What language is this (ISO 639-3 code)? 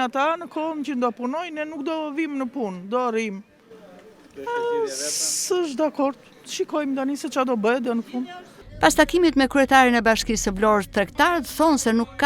sqi